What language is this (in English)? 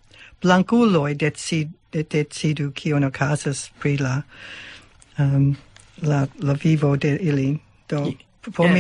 Esperanto